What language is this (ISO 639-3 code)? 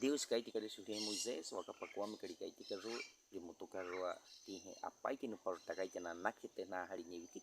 bwi